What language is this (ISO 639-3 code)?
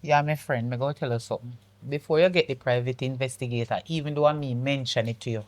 jam